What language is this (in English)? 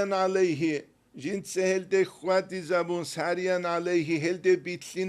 Avaric